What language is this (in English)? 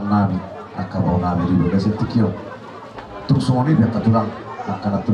Batak Toba